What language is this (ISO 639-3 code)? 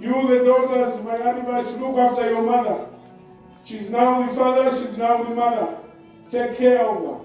nya